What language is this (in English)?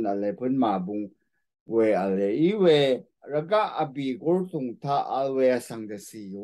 Rawang